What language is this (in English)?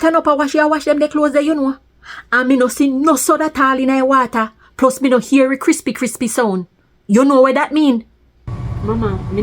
Jamaican Creole English